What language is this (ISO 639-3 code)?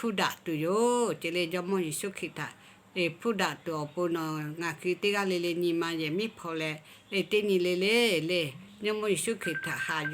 lhu